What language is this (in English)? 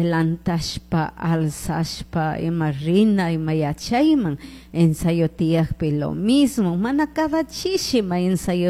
Chimborazo Highland Quichua